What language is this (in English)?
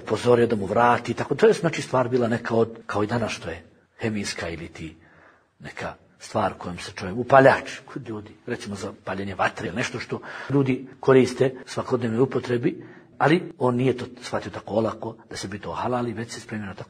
Bosnian